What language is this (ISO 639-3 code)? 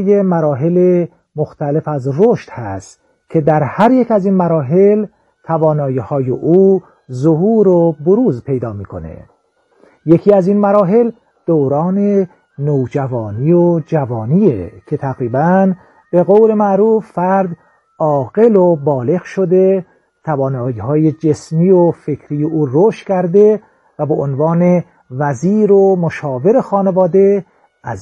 fas